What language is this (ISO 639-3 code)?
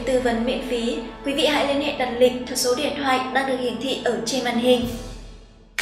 vie